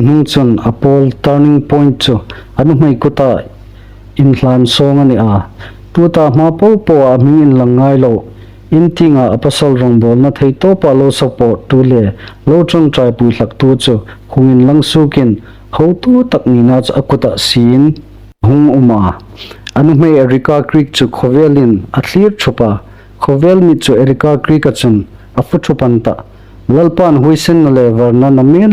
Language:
Hmar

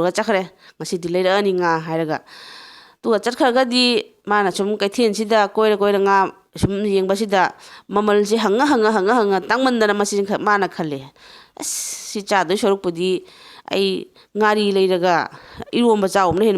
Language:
Manipuri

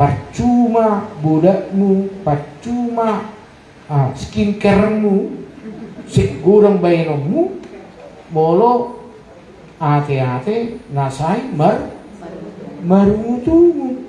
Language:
Batak Toba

